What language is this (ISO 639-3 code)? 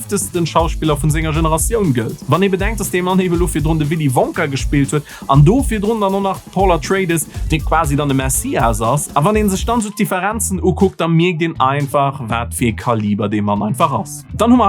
ltz